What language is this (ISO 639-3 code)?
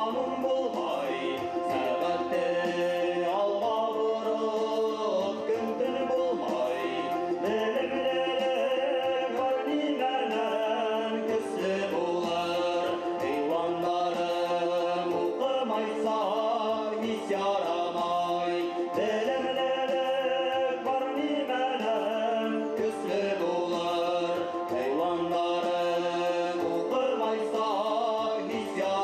bak